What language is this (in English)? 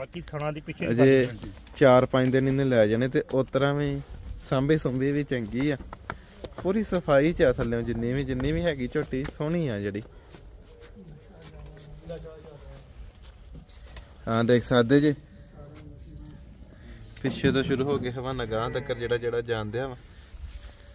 Punjabi